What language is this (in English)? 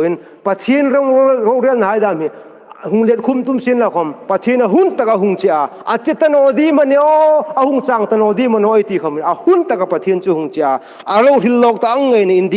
Hmar